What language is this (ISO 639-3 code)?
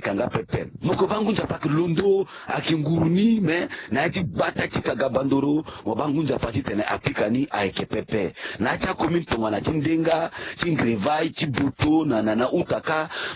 sag